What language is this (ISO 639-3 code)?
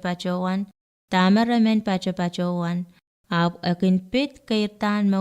pon